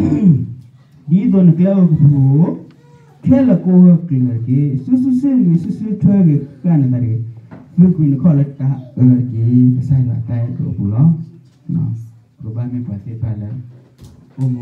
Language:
S'gaw Karen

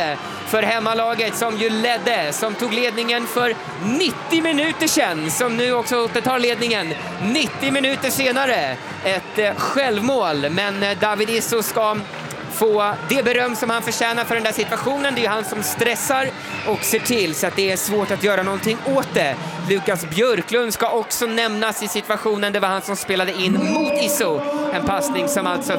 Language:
Swedish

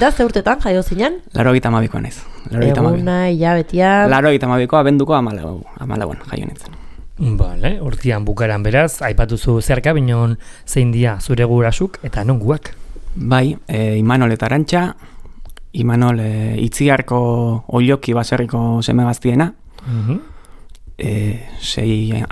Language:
Basque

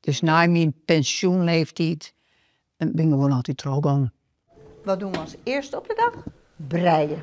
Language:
Western Frisian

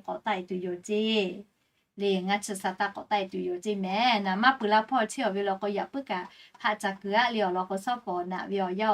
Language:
Lahu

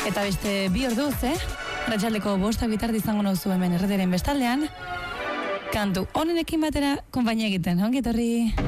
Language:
Basque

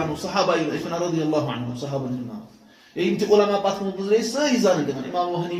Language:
Kashmiri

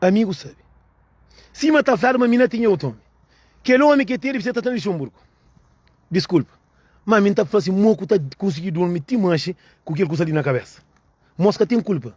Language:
Kabuverdianu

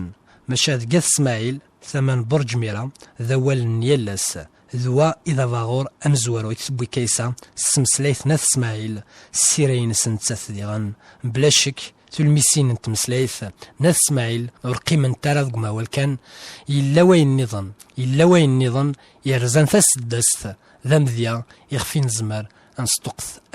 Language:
Kabyle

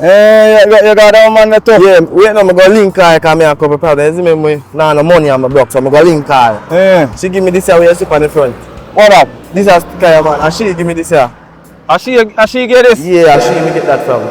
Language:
Jamaican Creole English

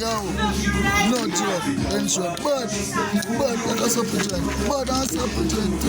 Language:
Jamaican Creole English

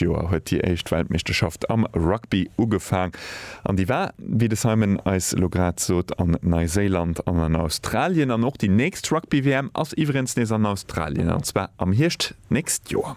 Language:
Luxembourgish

